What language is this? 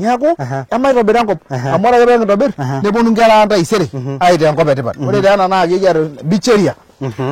Masai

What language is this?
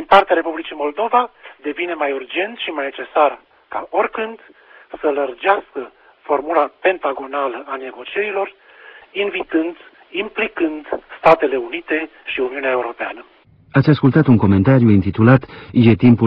Romanian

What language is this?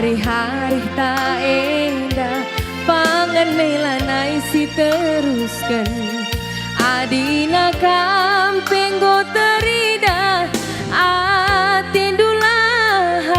Batak Karo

